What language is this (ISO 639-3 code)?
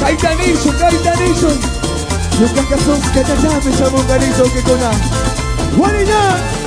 qug